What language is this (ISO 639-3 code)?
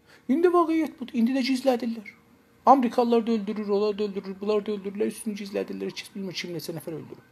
azb